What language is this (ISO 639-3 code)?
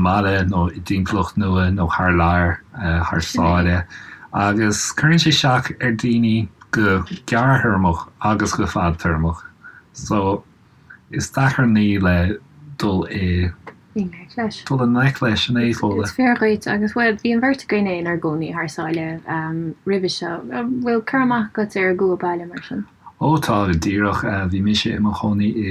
gle